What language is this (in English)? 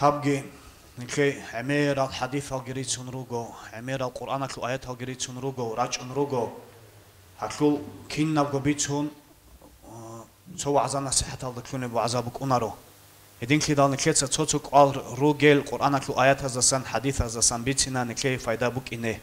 Avaric